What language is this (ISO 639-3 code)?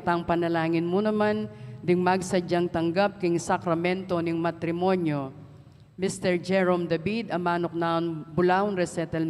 pam